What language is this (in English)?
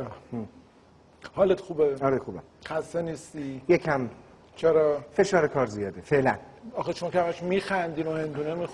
Persian